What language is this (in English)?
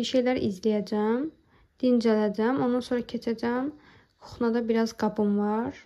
Azerbaijani